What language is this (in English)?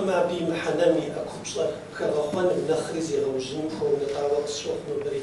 Kabardian